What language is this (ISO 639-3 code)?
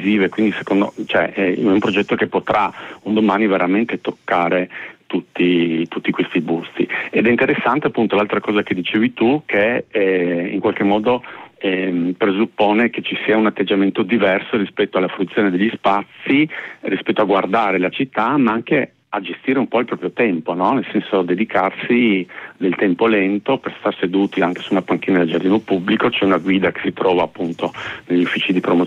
ita